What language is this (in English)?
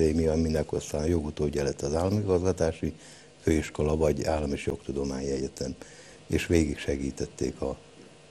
Hungarian